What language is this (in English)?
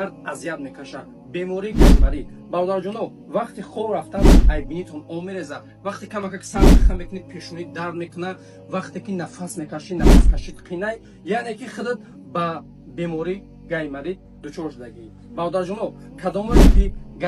Tajik